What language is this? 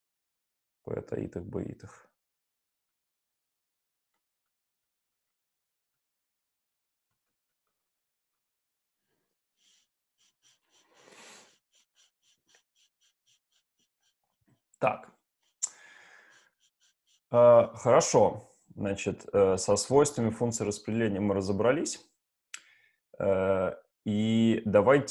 Russian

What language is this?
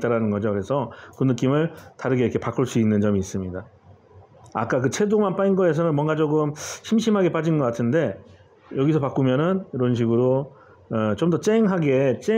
Korean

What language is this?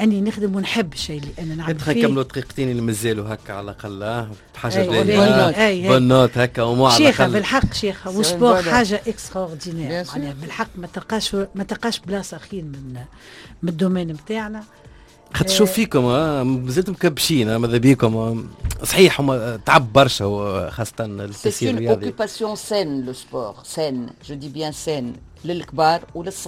Tunisian Arabic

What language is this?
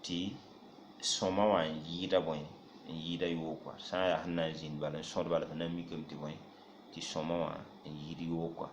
Mossi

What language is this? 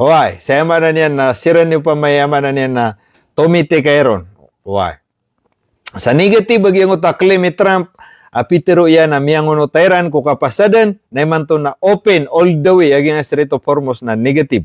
Maranao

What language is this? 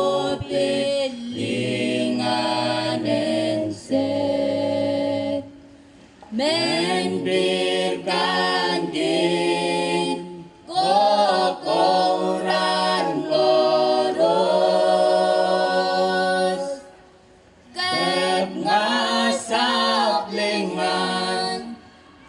Pohnpeian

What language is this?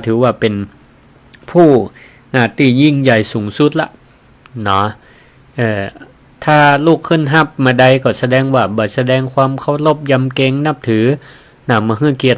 Northern Thai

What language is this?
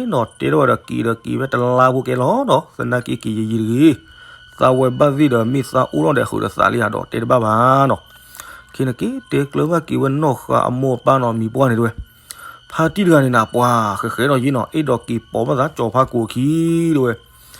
S'gaw Karen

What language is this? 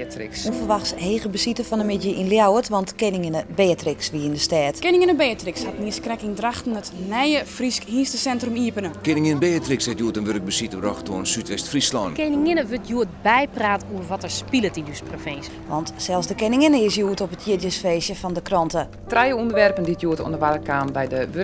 Western Frisian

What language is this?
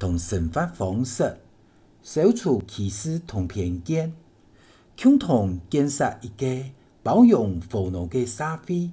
Hakka Chinese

